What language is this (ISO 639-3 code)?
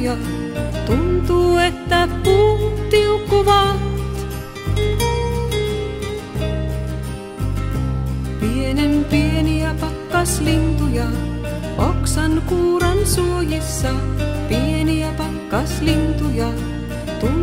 fin